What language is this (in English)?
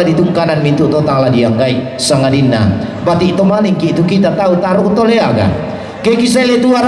Toraja-Sa'dan